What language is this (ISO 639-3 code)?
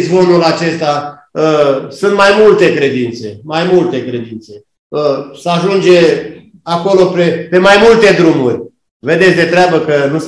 ron